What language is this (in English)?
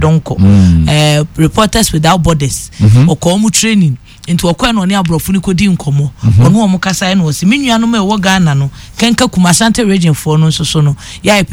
Akan